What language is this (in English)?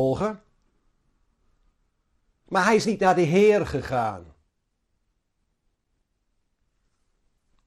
Dutch